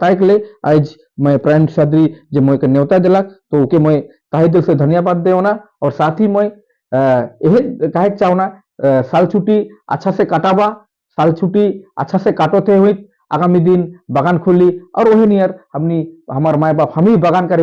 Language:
Sadri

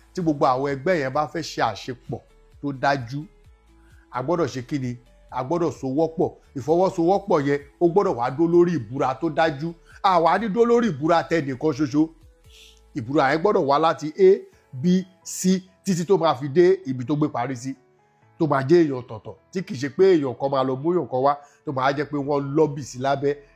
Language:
Yoruba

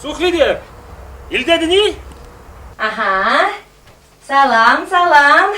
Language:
Chuvash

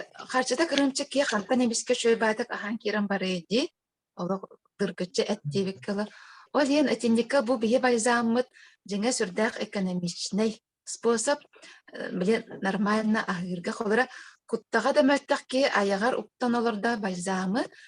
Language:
Yakut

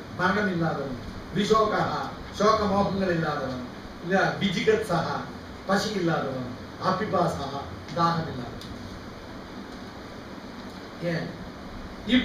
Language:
Tamil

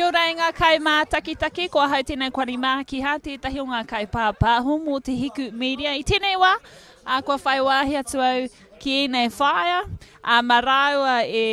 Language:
Māori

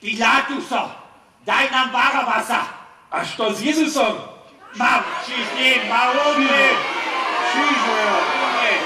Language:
Upper Sorbian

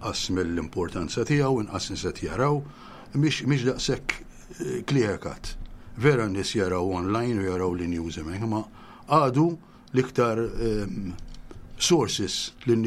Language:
Maltese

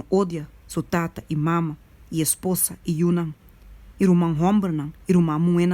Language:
Papiamento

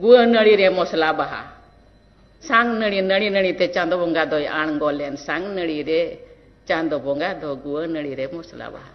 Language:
Santali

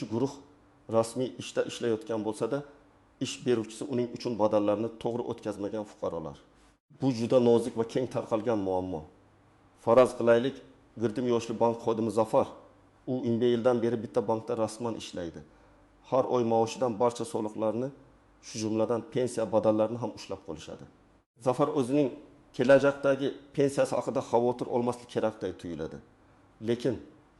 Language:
Uzbek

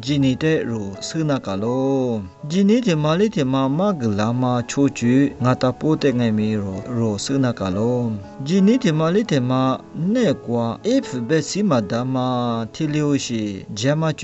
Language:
Lisu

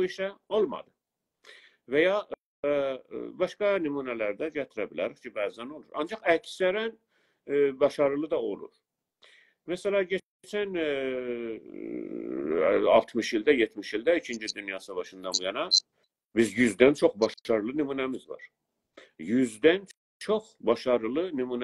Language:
South Azerbaijani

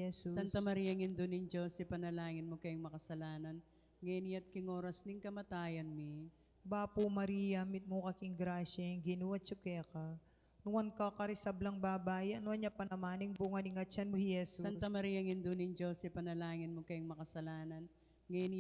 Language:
Pampanga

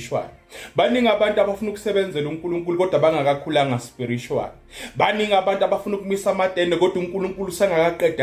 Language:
Zulu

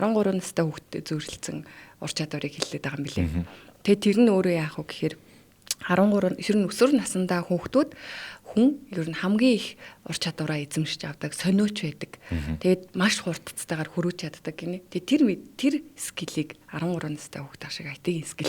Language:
Mongolian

